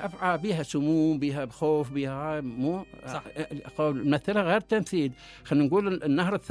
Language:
Mesopotamian Arabic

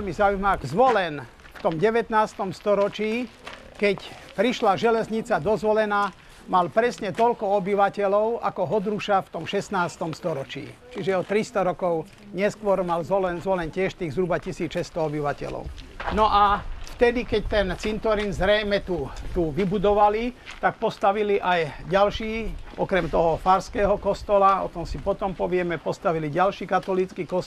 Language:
Slovak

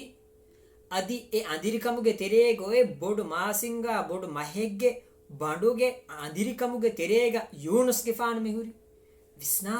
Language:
Divehi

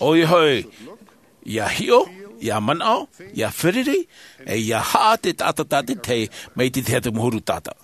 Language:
Tahitian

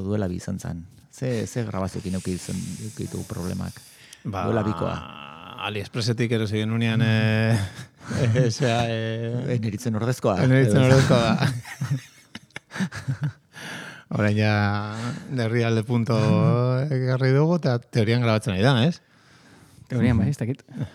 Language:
Basque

